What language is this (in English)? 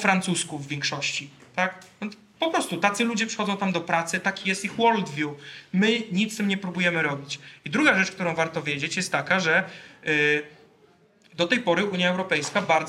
Polish